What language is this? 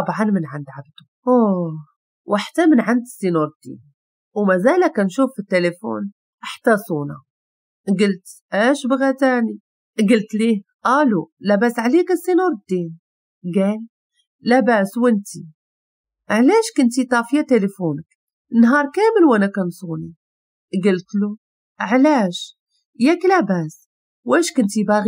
Moroccan Arabic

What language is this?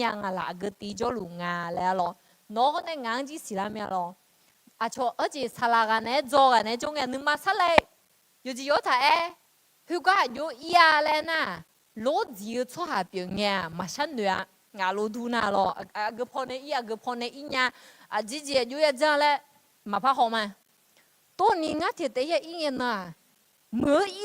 Akha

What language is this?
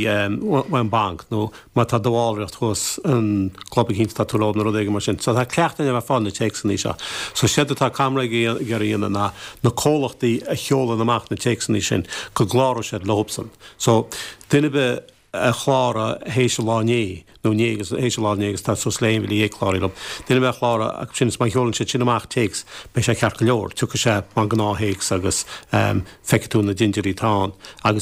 Irish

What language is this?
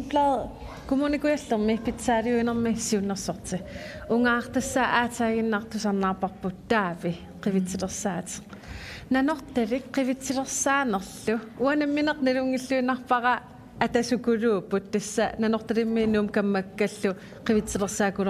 Kalaallisut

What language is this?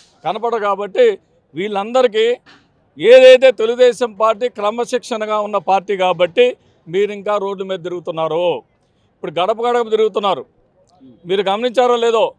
Telugu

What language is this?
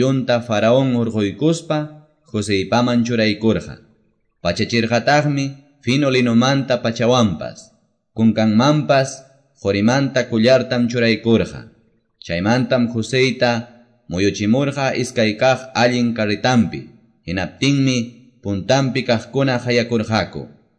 Quechua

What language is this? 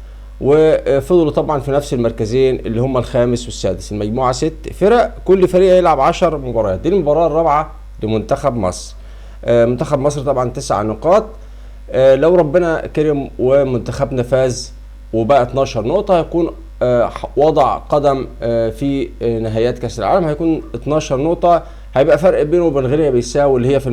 Egyptian Arabic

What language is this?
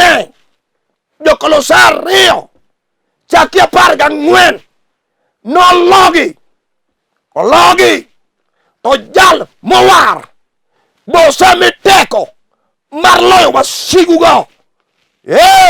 Luo (Kenya and Tanzania)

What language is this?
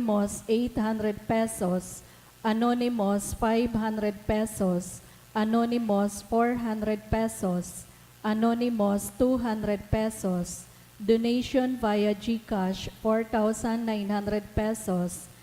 Bikol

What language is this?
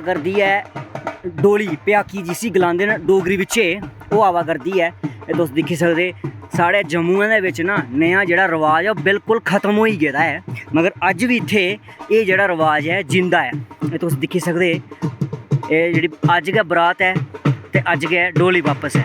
Dogri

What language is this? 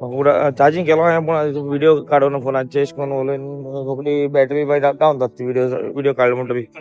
Konkani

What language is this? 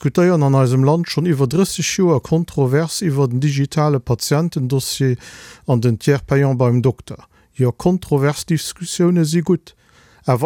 Luxembourgish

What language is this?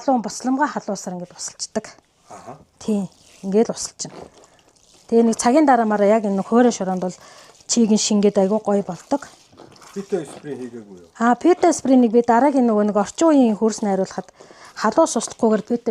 Mongolian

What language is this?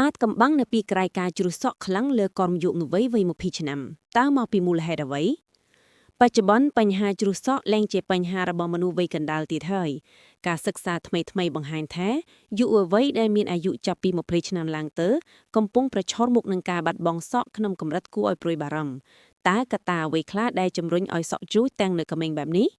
Khmer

